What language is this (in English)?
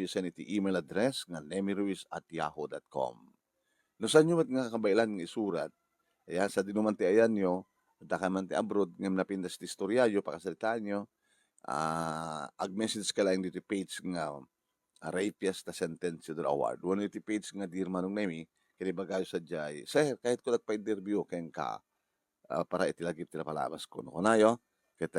Iloko